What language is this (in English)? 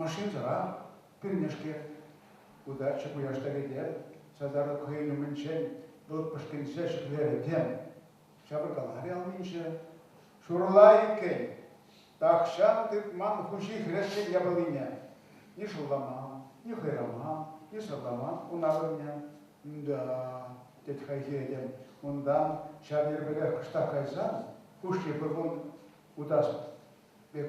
Chuvash